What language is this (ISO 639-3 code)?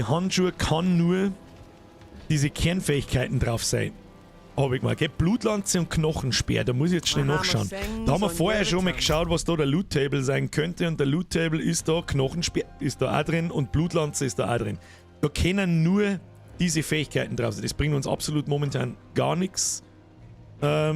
bar